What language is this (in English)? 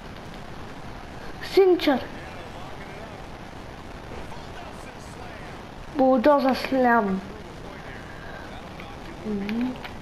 Bulgarian